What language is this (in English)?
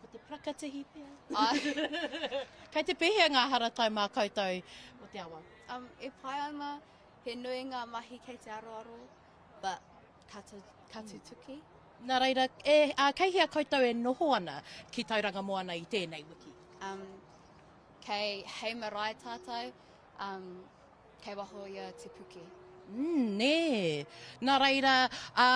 Māori